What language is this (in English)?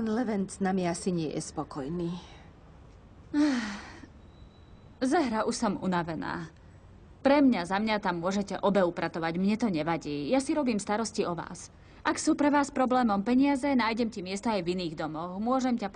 Slovak